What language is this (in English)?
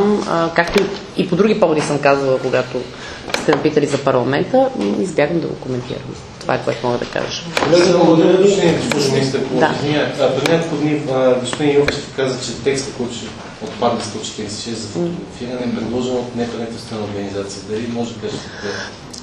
Bulgarian